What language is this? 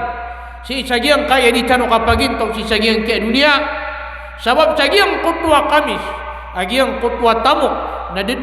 Maranao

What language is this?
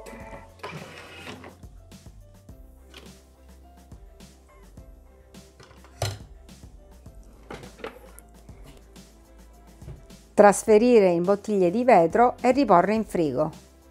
Italian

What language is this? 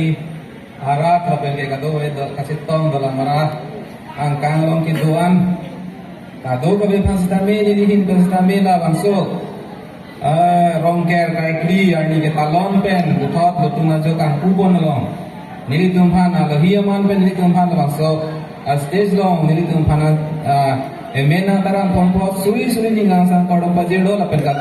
Karbi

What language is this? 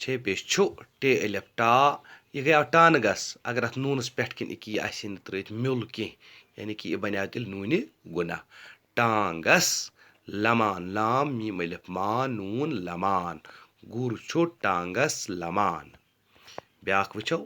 Kashmiri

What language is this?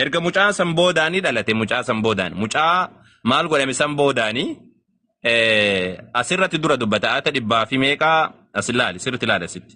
Oromo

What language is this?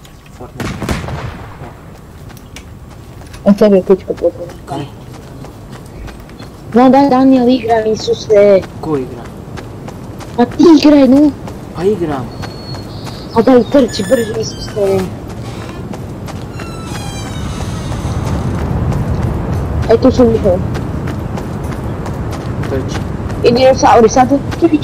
Croatian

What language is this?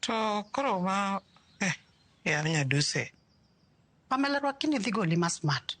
Luo (Kenya and Tanzania)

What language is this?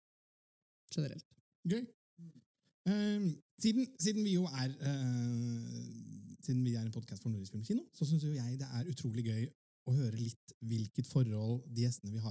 Norwegian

